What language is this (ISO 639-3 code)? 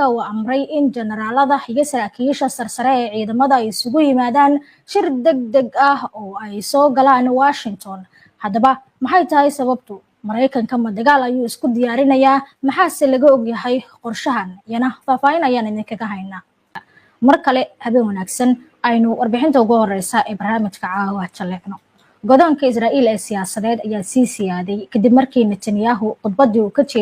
som